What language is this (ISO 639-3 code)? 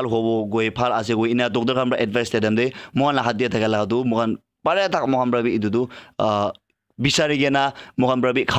nag